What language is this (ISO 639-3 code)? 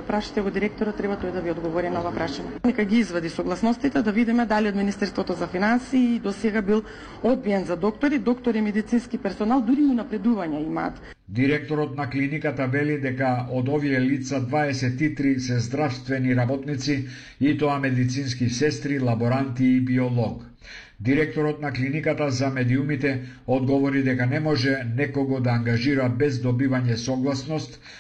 mkd